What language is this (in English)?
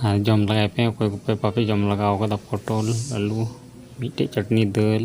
Santali